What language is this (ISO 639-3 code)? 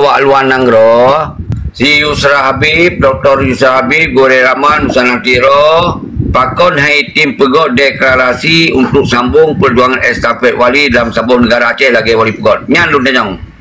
ace